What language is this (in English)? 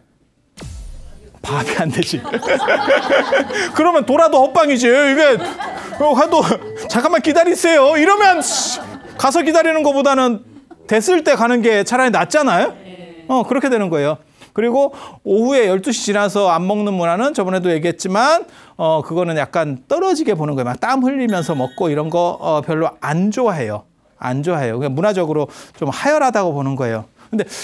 Korean